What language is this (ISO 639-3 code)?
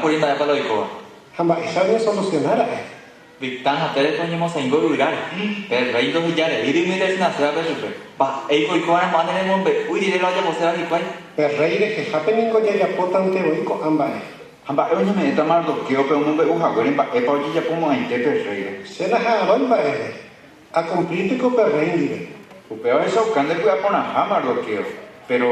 grn